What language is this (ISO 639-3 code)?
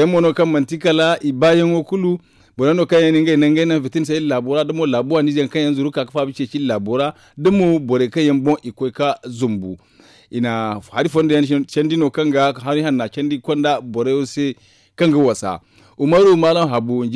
dje